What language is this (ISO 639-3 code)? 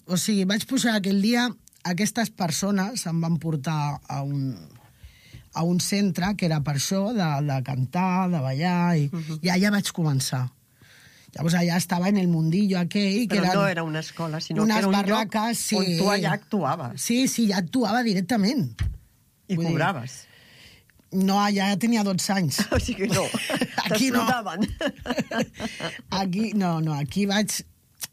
cat